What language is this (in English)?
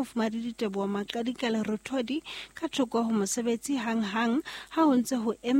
Southern Sotho